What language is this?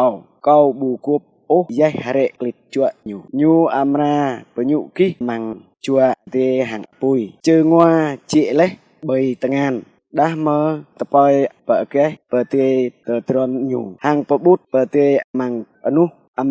Jarai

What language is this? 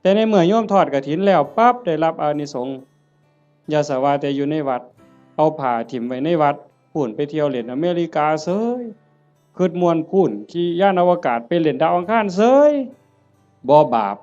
Northeastern Thai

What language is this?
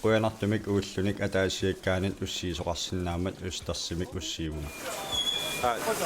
Kalaallisut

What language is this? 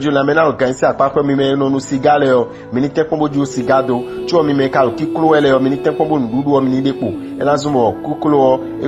Fon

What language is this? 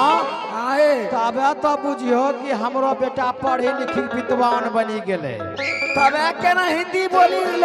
Maithili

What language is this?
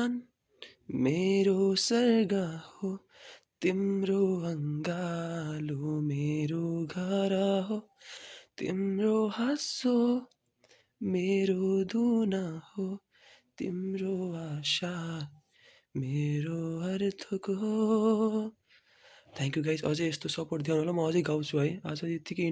Nepali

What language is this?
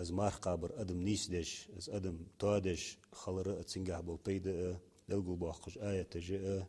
Ingush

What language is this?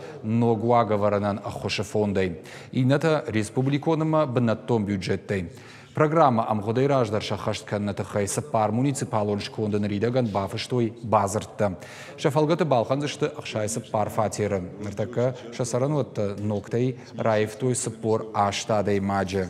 Ossetic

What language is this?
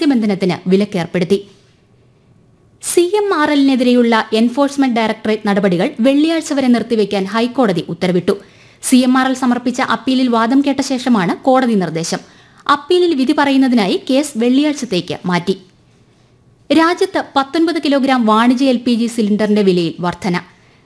Malayalam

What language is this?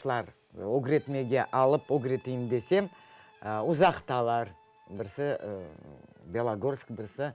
Crimean Tatar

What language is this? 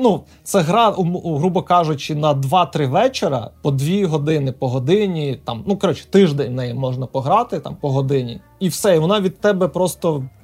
Ukrainian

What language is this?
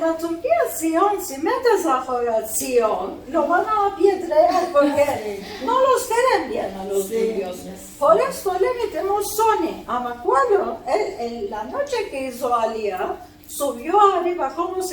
Ladino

